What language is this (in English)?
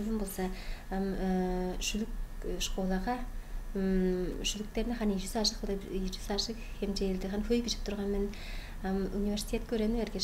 Tuvinian